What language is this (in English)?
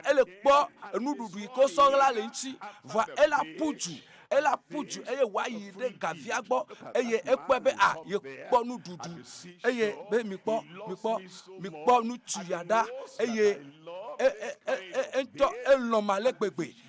Ewe